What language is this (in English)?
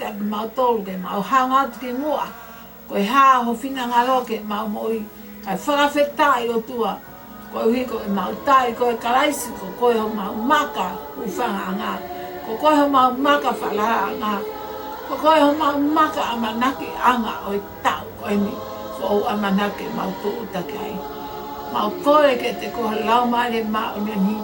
Tongan